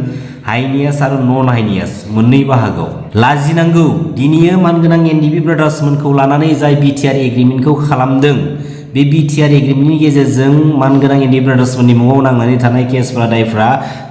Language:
Bodo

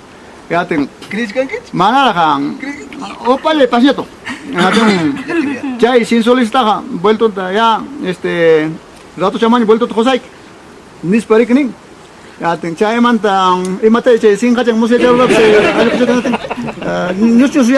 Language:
Ayacucho Quechua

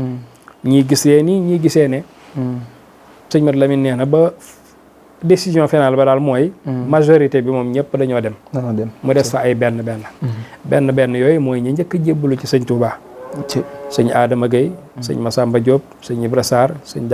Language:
Wolof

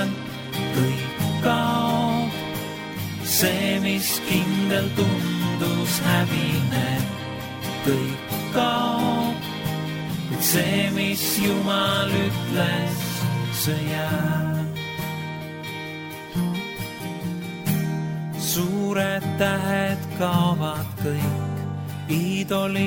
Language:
Estonian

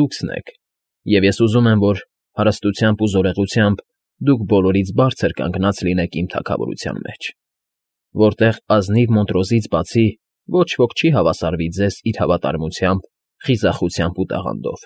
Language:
Armenian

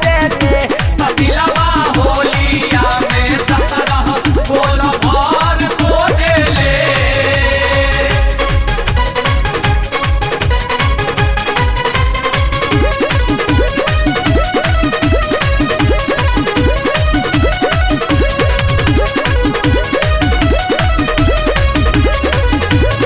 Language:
Bhojpuri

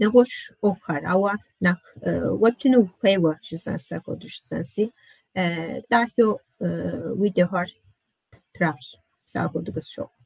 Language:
Kabardian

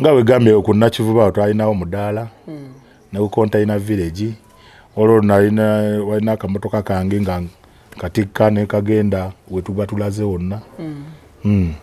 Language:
Ganda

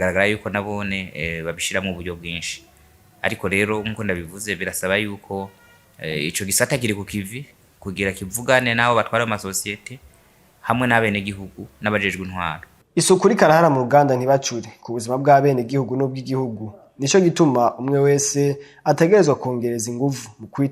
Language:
Rundi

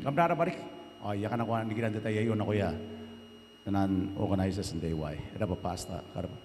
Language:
Gilbertese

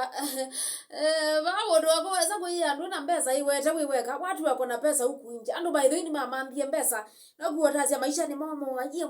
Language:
Kamba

